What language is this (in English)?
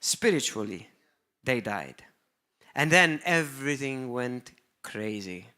English